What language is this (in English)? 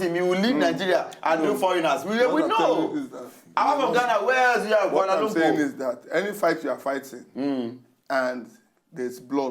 Nigerian Pidgin